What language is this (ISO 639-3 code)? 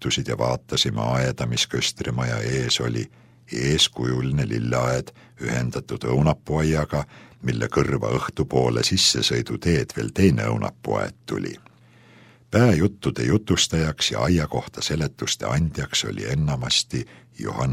est